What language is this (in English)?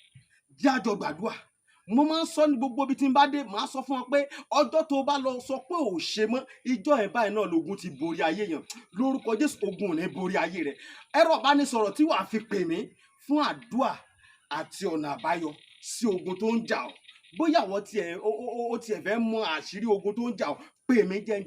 Yoruba